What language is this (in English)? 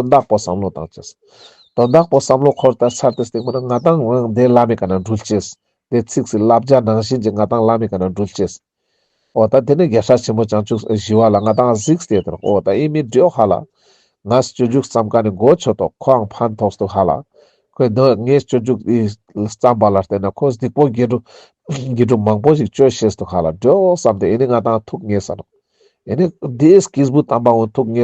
Ladakhi